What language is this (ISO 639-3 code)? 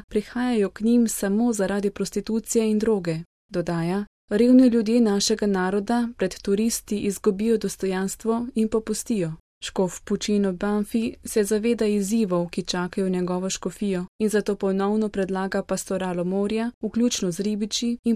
slv